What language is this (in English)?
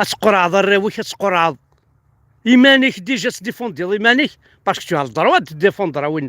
Kabyle